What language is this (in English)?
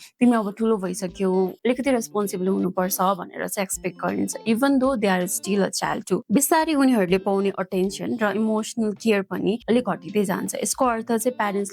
Nepali